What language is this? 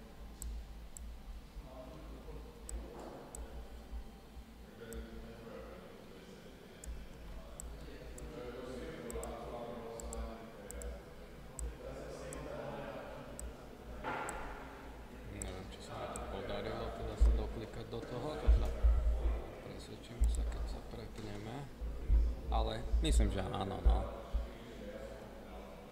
Slovak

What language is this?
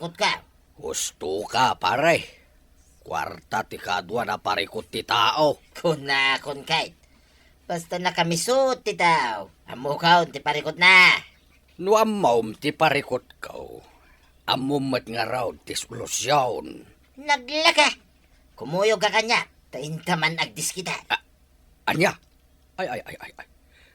Iloko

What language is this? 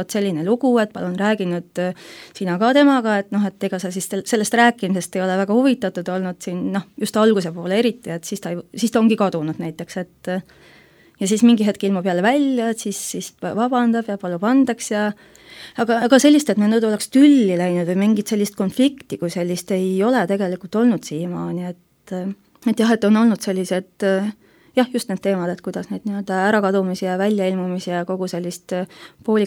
Estonian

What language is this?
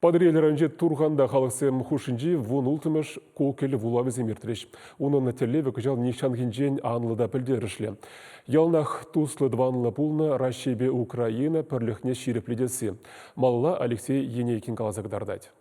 Chuvash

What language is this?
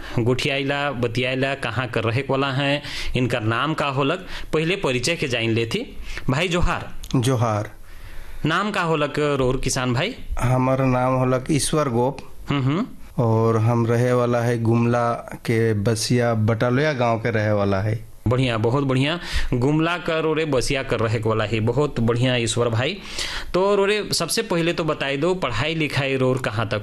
Sadri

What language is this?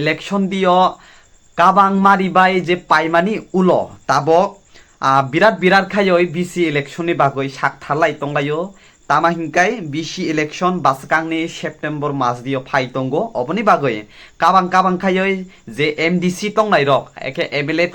Kok Borok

